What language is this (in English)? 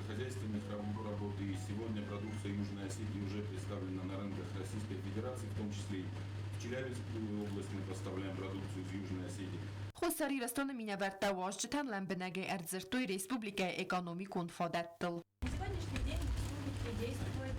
Ossetic